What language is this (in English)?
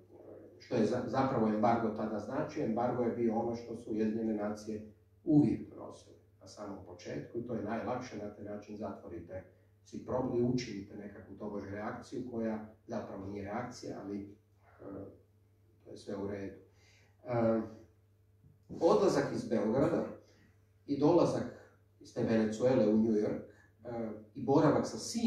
Croatian